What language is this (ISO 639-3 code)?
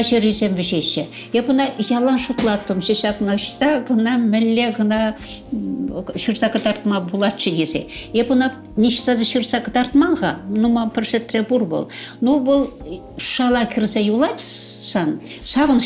chv